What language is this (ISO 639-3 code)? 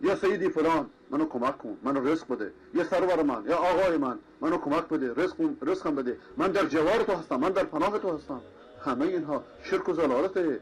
fas